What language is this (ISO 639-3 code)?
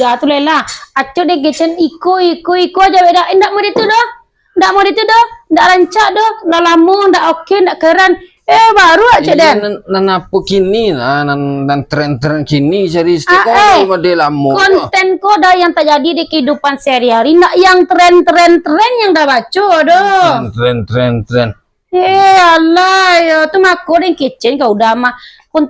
min